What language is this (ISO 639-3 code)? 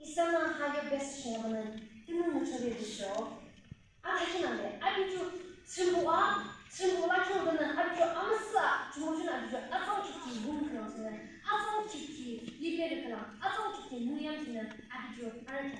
yim